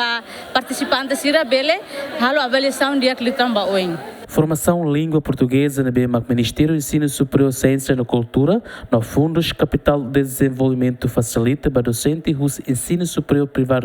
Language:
Tetum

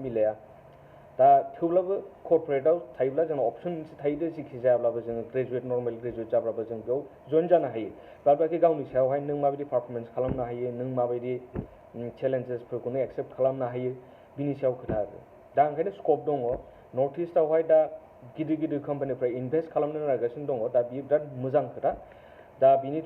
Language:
Bodo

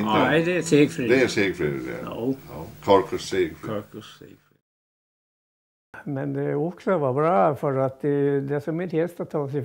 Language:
Swedish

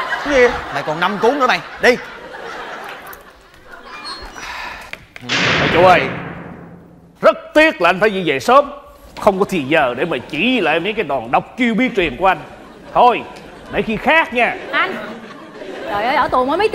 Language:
Vietnamese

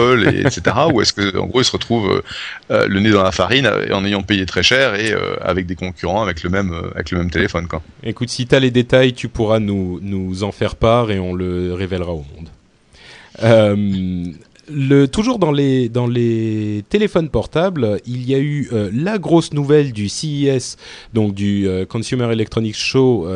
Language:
French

